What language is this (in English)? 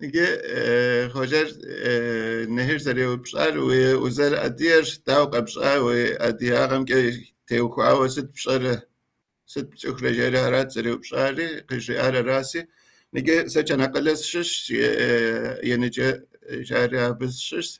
Kabardian